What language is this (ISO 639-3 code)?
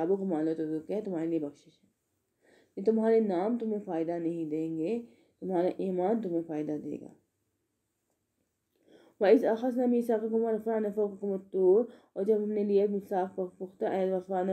urd